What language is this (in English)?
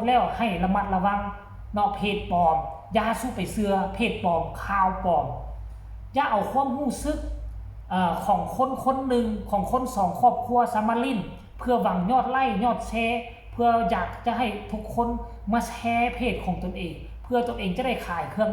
Lao